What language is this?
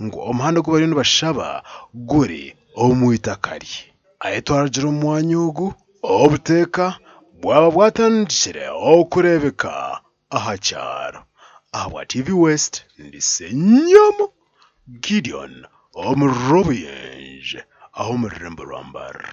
Nyankole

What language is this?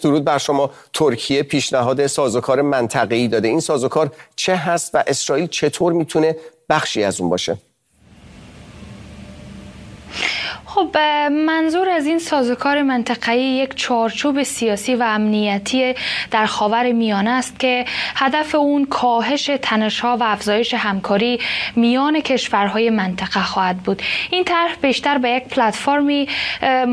Persian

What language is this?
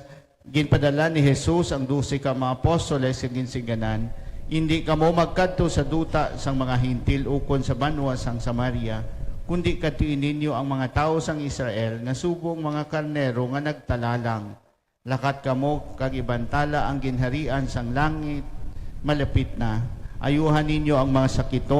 Hiligaynon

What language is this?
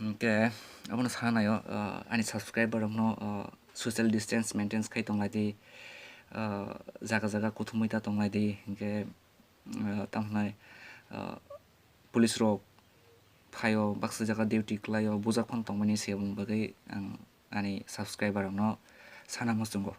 Kok Borok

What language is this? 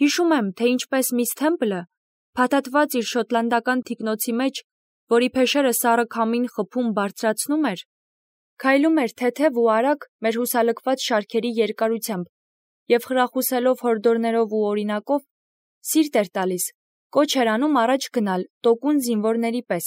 Armenian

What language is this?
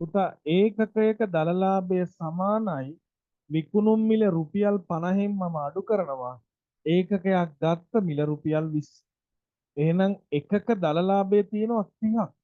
Sinhala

